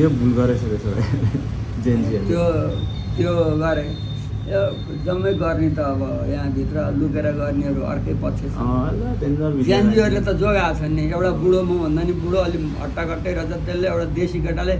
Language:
Nepali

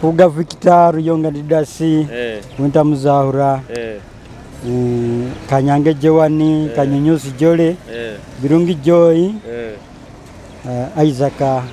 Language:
Nyoro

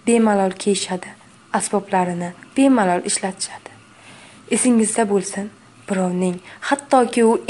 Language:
Uzbek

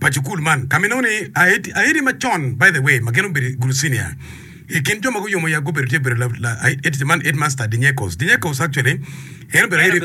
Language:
Acoli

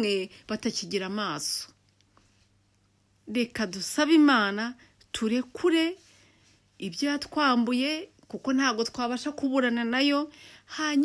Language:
Kinyarwanda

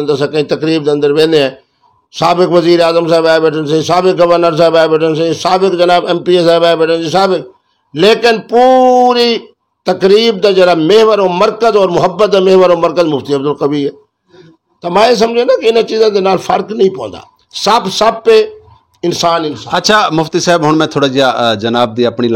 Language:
Saraiki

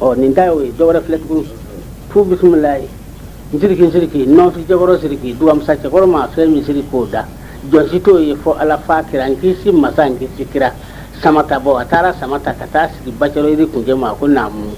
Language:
Bambara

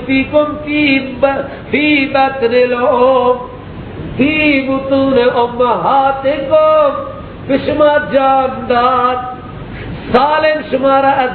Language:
Persian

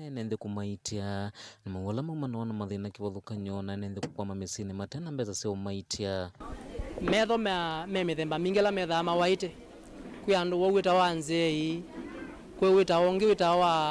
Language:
Kamba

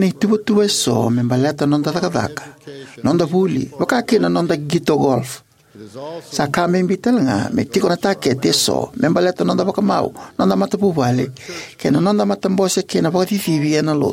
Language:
Fijian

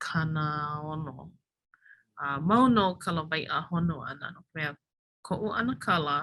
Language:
Hawaiian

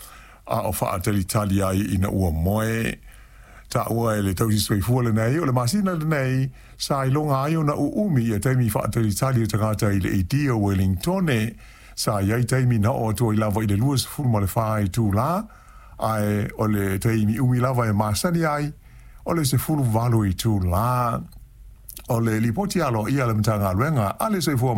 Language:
Samoan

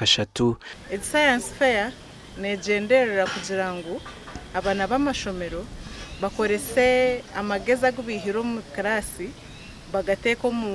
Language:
Nyankole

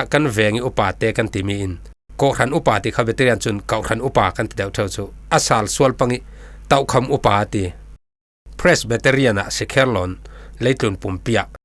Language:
Falam Chin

